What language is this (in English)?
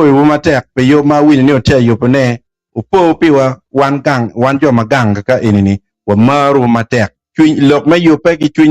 Acoli